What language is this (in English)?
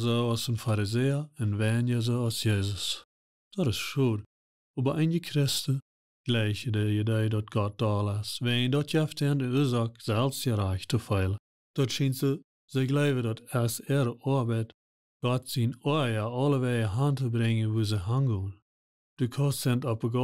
Plautdietsch